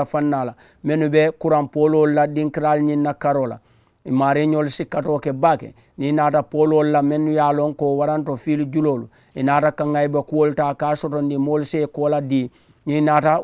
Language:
Mandingo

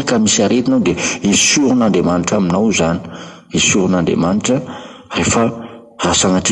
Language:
Malagasy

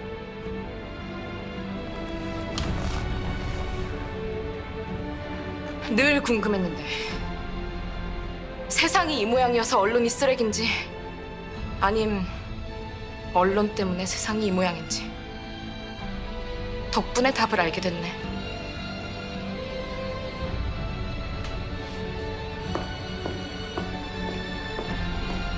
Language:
Korean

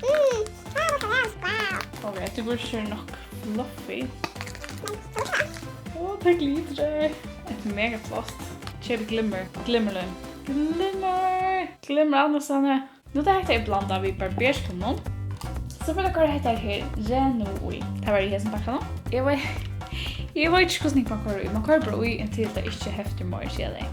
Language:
Faroese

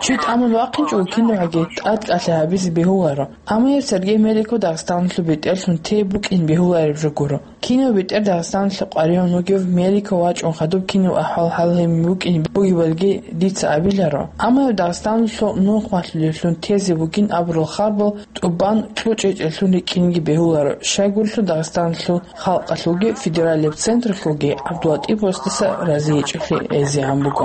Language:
Avaric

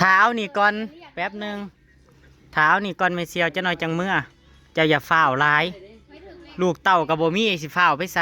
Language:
Northeastern Thai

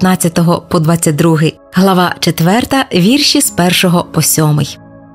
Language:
Ukrainian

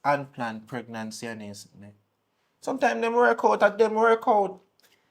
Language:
Jamaican Creole English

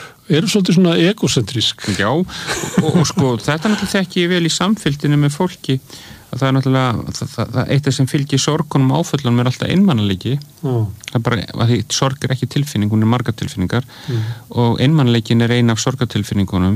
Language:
Icelandic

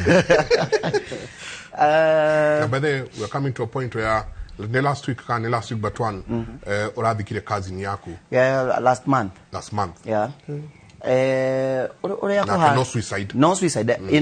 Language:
Kikuyu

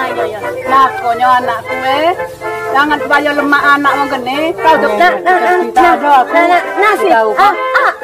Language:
Musi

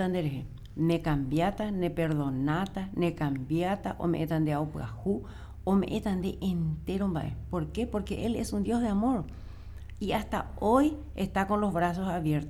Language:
Guarani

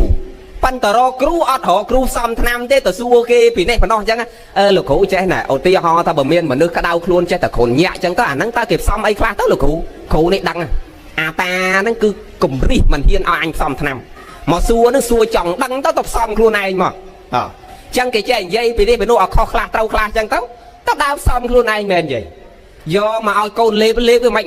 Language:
Khmer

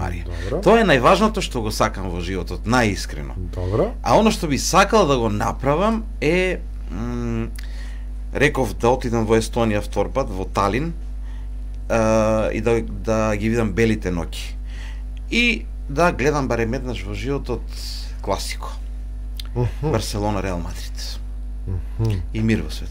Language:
Macedonian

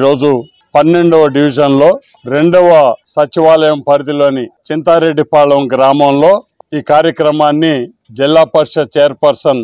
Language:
Telugu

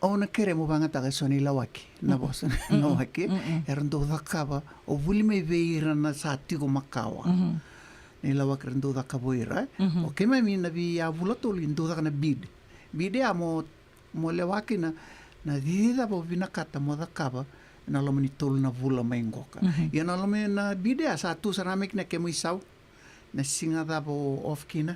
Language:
Fijian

